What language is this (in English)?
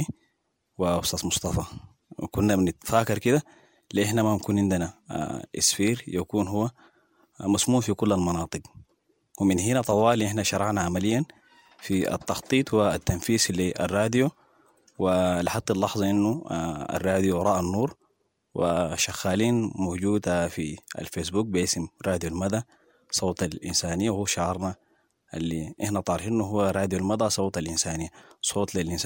Sudanese Arabic